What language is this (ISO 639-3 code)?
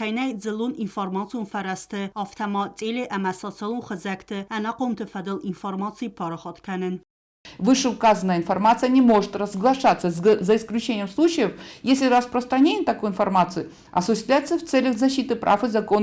oss